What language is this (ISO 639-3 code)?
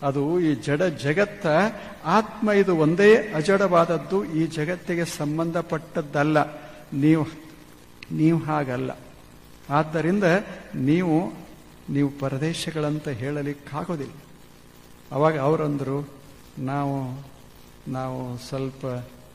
kan